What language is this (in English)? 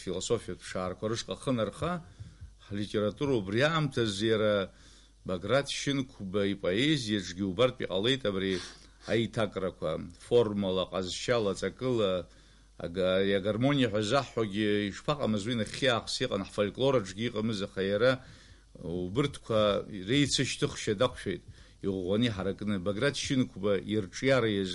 Abkhazian